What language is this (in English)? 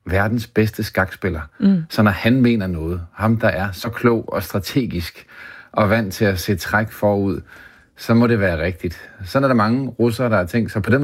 Danish